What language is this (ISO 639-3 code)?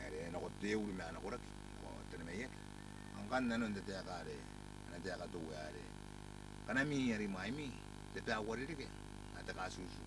gil